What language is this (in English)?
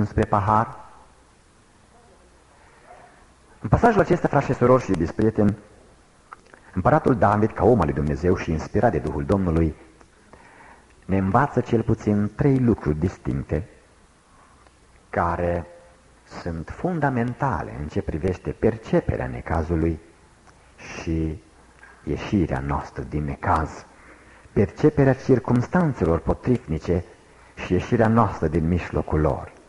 Romanian